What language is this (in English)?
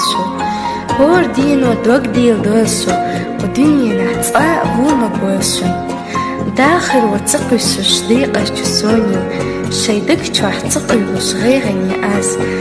Chechen